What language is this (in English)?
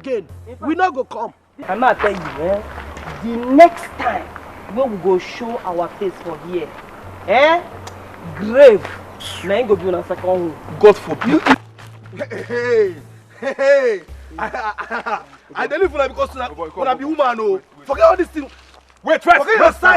Nigerian Pidgin